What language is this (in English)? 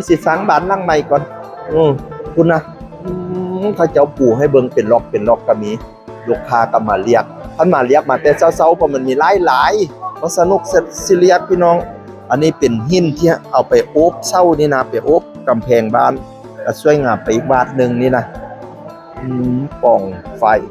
Northeastern Thai